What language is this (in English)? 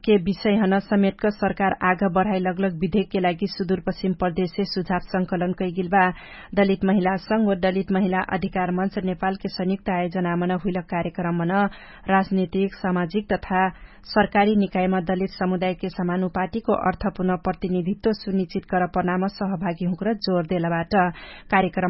Dangaura Tharu